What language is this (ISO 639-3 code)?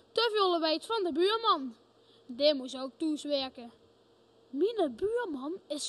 lim